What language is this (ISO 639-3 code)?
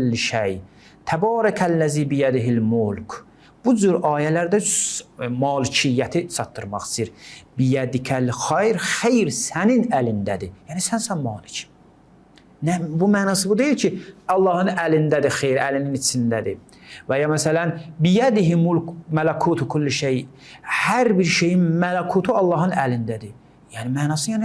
aze